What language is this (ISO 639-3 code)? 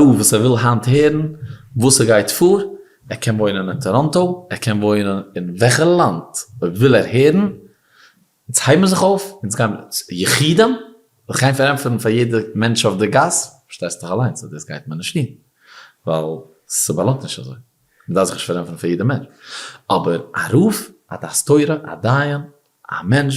yid